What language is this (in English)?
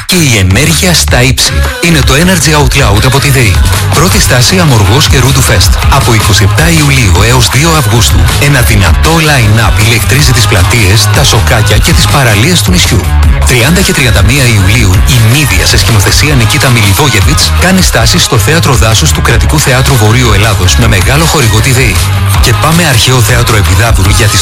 Greek